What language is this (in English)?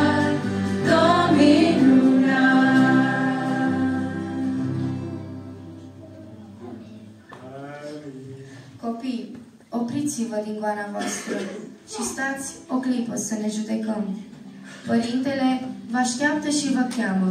Romanian